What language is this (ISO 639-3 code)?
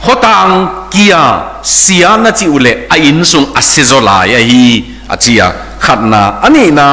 ctd